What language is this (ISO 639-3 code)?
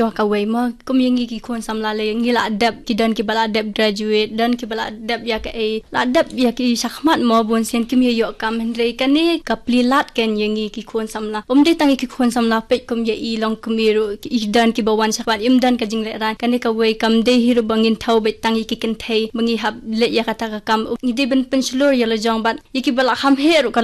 kha